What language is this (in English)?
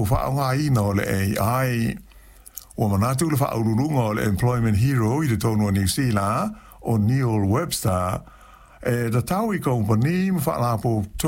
Samoan